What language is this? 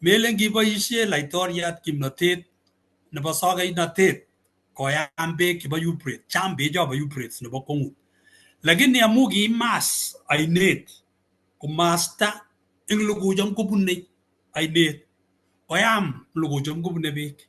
Kalenjin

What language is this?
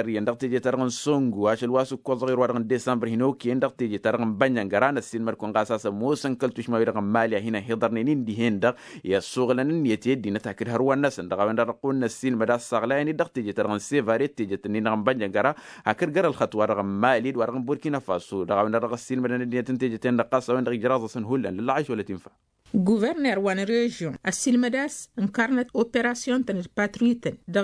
Tamasheq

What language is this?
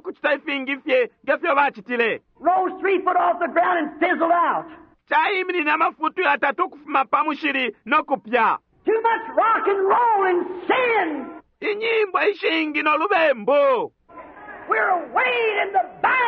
Bemba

